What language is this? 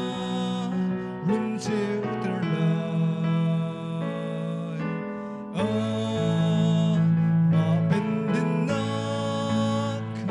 Hakha Chin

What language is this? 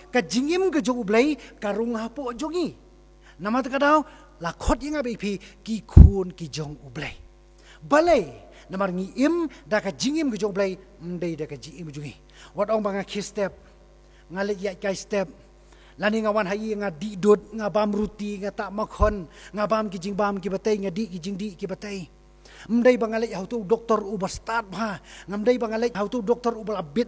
Khasi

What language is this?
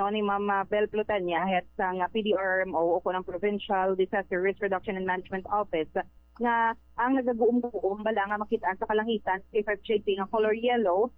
Hiligaynon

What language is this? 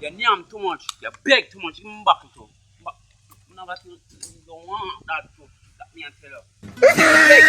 Jamaican Creole English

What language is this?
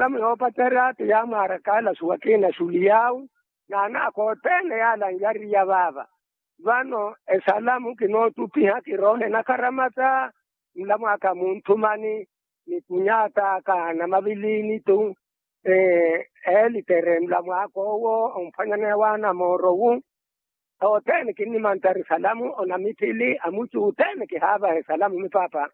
Makhuwa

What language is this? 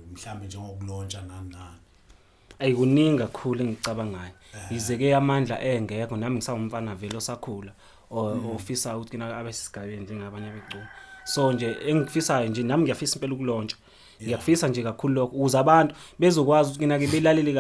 Zulu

